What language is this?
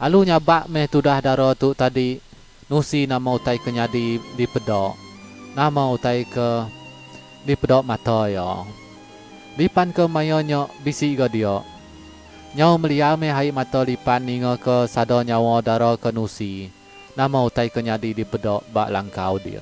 Iban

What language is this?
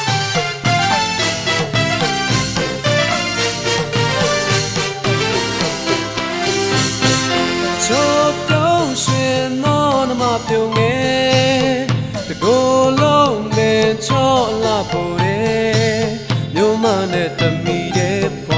Burmese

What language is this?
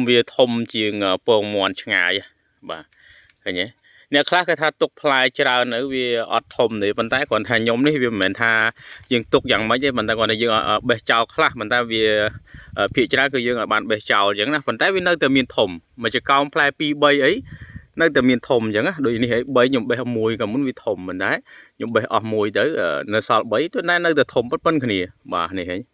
Khmer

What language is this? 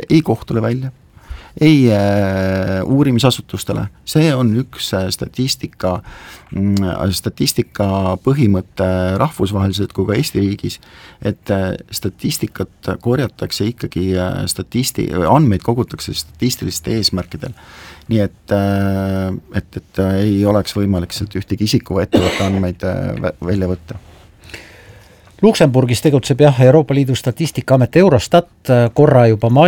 Estonian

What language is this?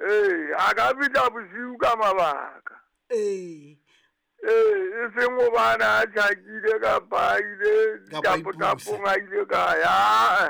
Southern Sotho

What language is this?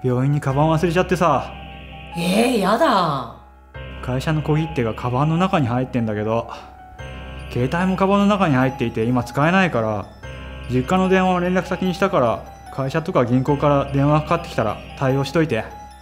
Japanese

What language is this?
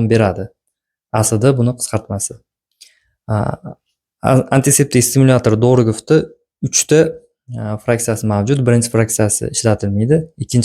Uzbek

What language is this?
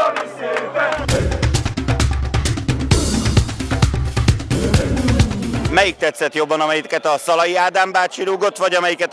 Hungarian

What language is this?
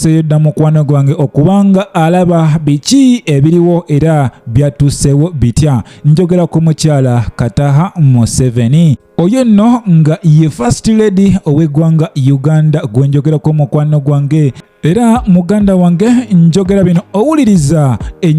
Ganda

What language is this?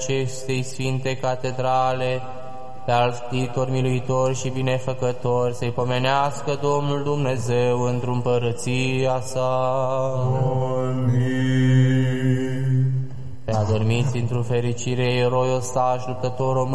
Romanian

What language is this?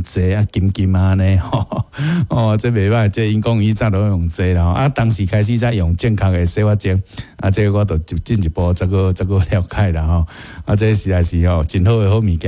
Min Nan Chinese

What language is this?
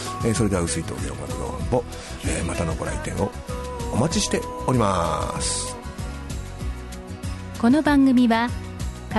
Japanese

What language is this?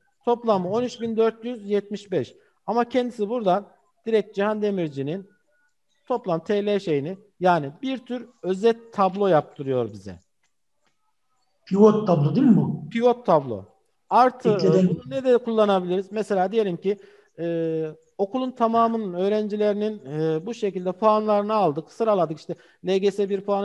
Turkish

